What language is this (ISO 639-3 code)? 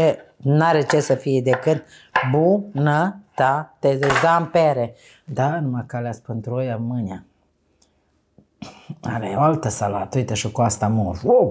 ron